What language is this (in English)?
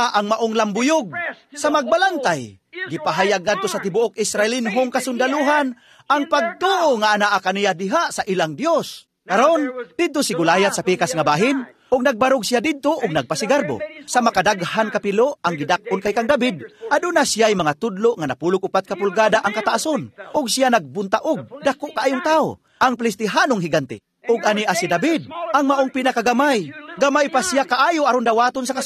Cebuano